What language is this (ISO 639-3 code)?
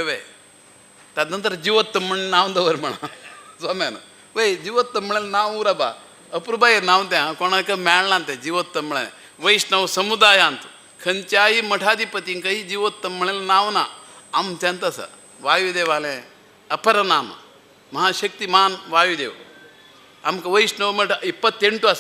kok